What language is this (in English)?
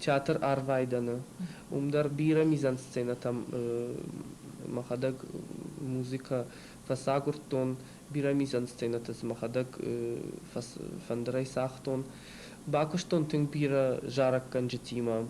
Ossetic